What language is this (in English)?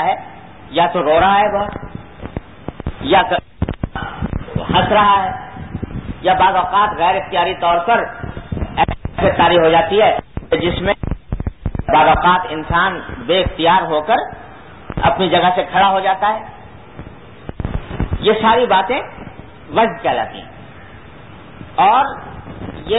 Urdu